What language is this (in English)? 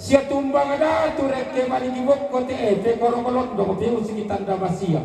Toraja-Sa'dan